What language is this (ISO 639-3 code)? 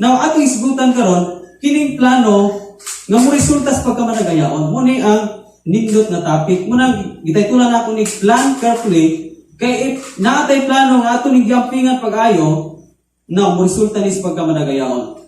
ceb